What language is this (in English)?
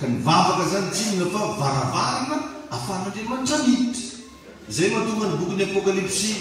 Malagasy